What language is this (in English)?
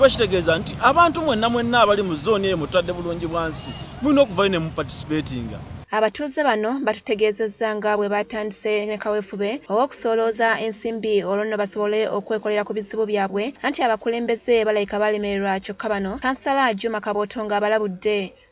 Ganda